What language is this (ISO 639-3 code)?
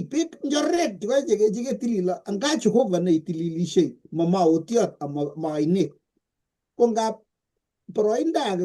kln